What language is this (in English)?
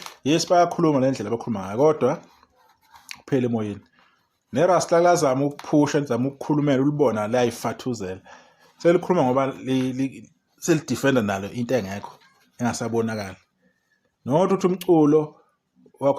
Zulu